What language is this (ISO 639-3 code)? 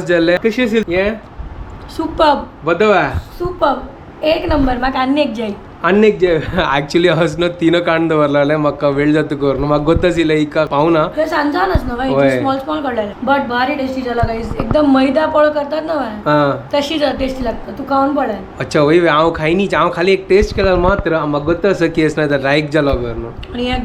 kok